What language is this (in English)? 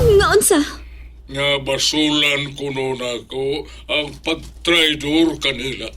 Cebuano